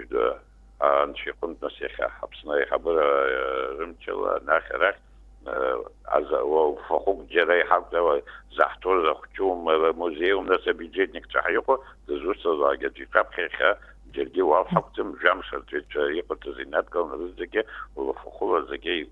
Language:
Abkhazian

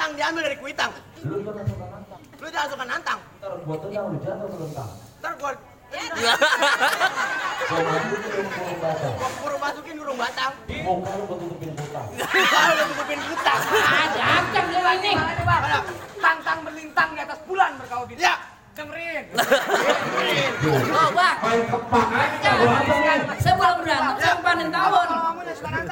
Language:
Betawi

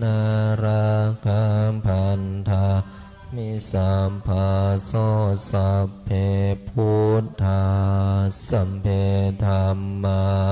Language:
Pali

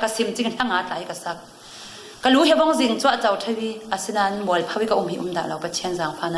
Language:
Falam Chin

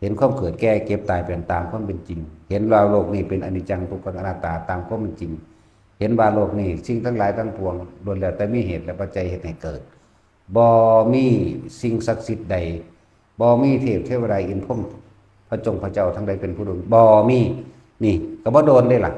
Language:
Northeastern Thai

